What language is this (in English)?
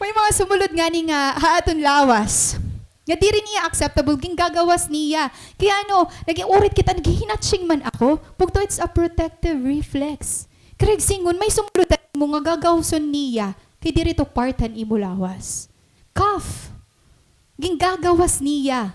Waray